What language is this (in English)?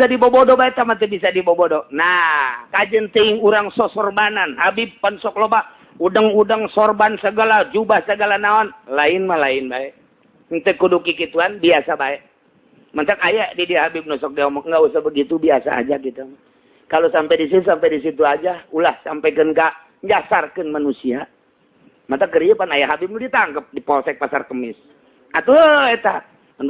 Sundanese